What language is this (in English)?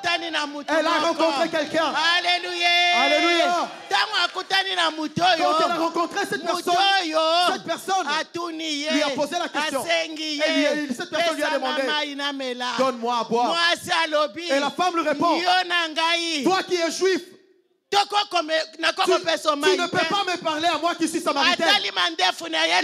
French